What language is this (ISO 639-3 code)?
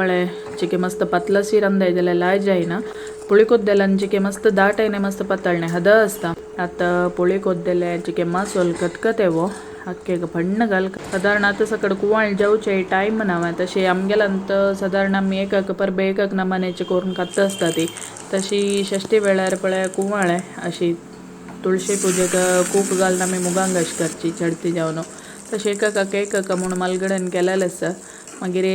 kok